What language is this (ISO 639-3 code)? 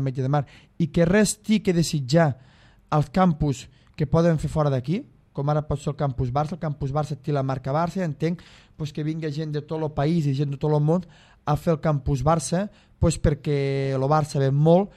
cat